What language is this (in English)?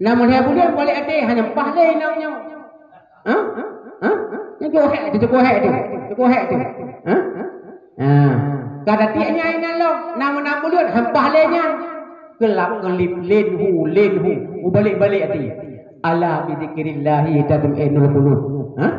Achinese